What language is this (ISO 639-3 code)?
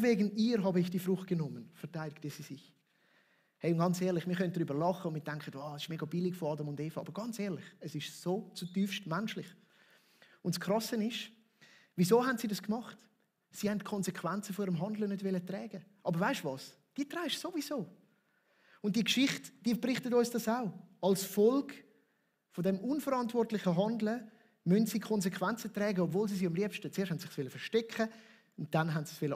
gsw